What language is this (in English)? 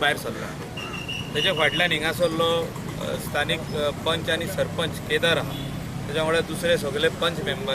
Konkani